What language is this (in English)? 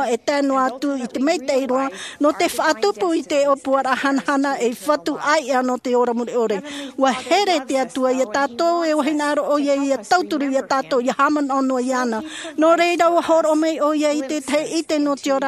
Tahitian